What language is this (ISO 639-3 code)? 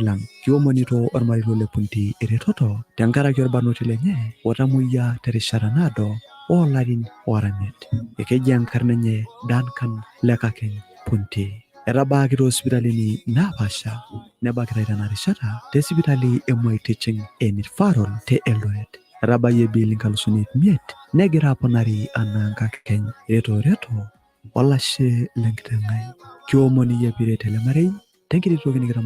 mas